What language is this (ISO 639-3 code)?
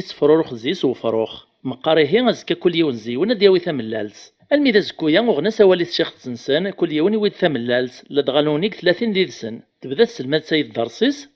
kab